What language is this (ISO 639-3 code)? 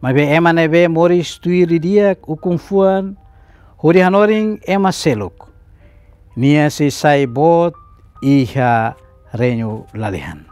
tet